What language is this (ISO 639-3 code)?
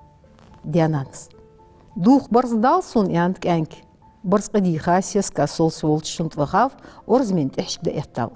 inh